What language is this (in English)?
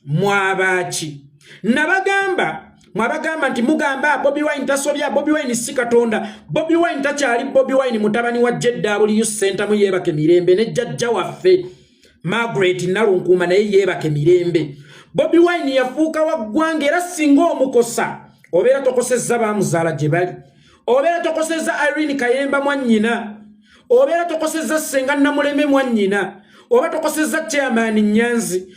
Ganda